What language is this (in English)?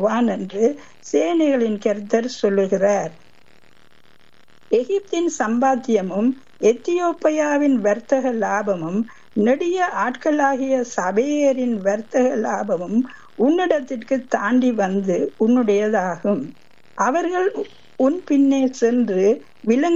Tamil